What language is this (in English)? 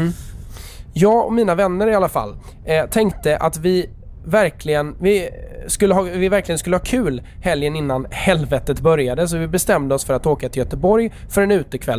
Swedish